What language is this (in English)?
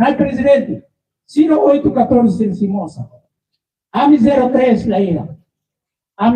Tetum